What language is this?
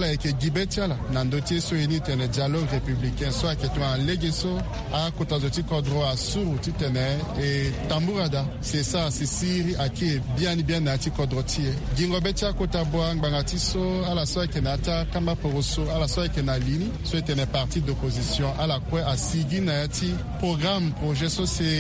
Sango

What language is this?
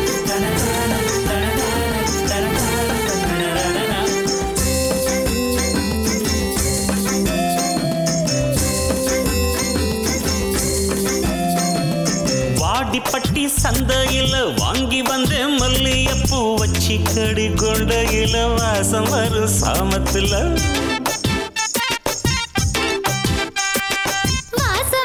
Tamil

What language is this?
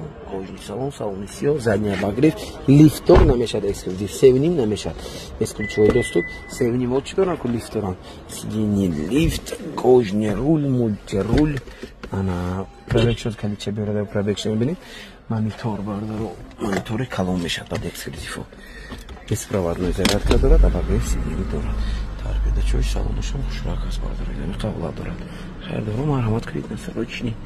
Tajik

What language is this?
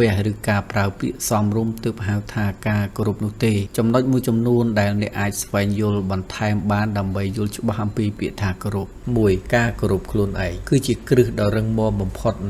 Khmer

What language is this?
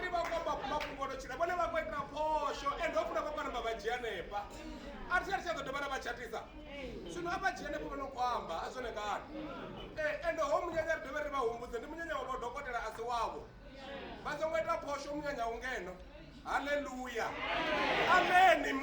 Venda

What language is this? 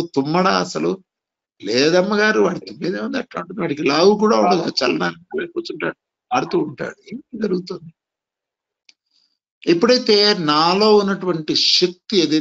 Telugu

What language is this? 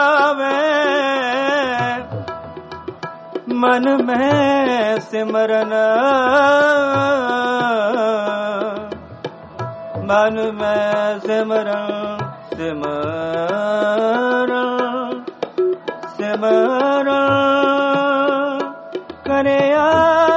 Punjabi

